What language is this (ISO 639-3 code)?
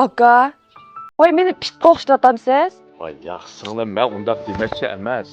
uig